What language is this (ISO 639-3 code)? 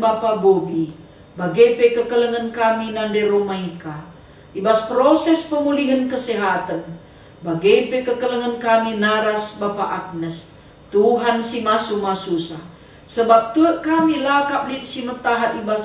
btx